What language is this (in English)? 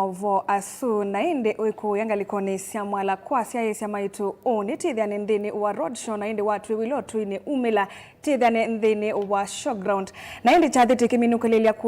Kamba